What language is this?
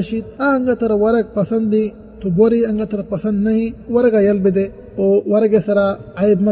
Eastern Balochi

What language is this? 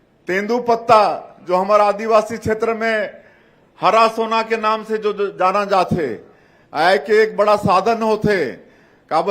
Chhattisgarhi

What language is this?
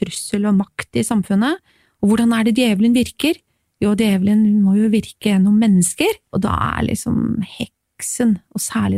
Norwegian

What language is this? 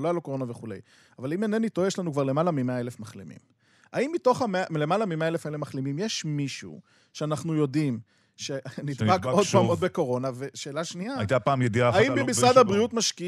Hebrew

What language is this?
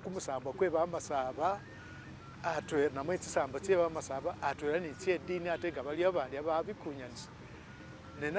Masaaba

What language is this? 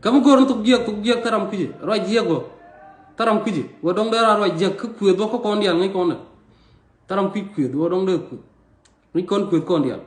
Nuer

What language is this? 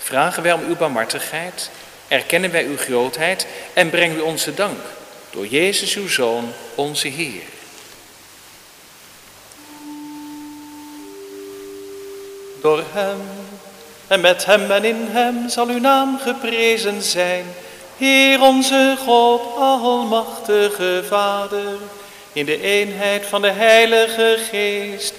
Dutch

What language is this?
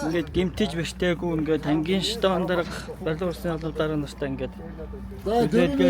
Mongolian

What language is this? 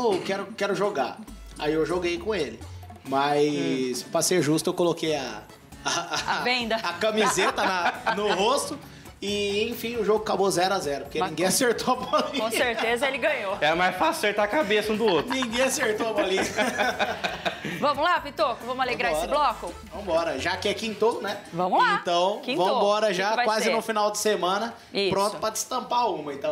Portuguese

